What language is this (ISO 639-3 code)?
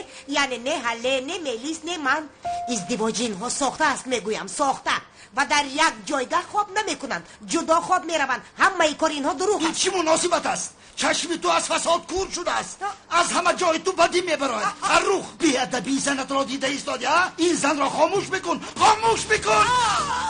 tgk